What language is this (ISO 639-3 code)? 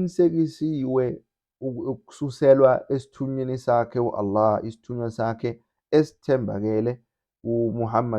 zul